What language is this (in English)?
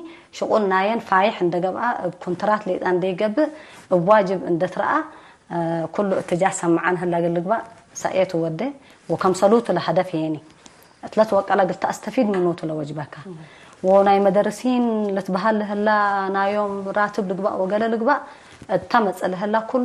Tigre